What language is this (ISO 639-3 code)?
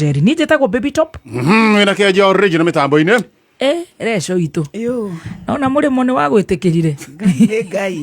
kik